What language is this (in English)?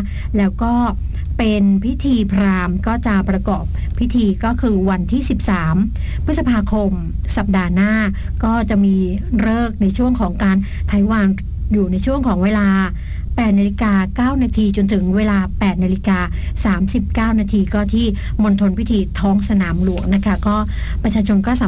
Thai